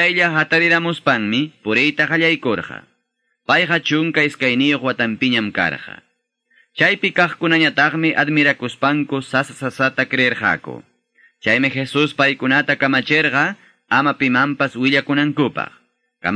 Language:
Quechua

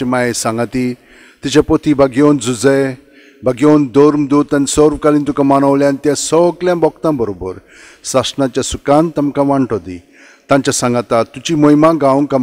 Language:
Konkani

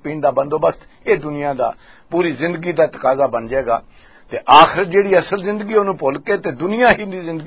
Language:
Western Panjabi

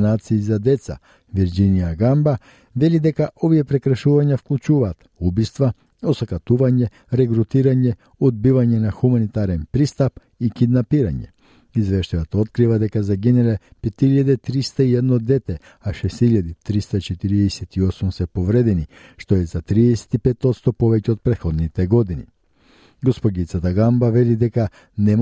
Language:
Macedonian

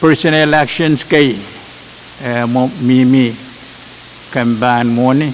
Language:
Pohnpeian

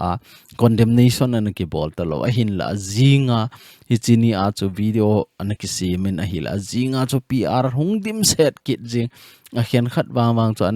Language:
Thado Chin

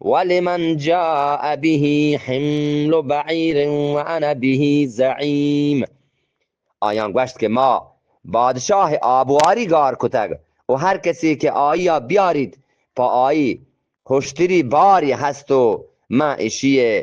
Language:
Eastern Balochi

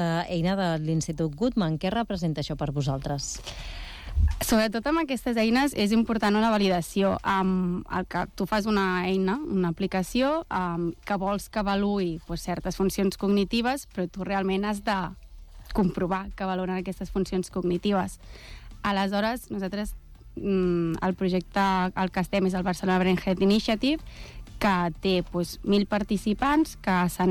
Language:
Catalan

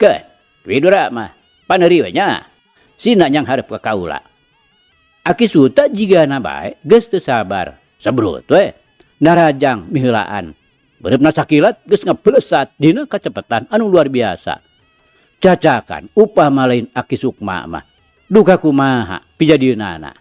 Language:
Sundanese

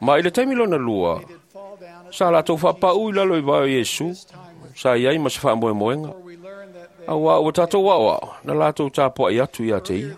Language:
Samoan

